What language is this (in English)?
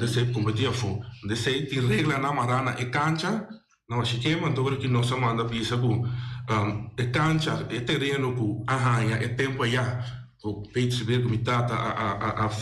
Papiamento